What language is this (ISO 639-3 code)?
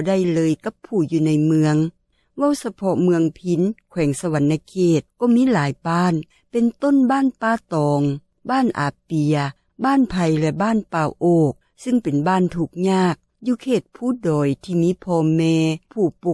lao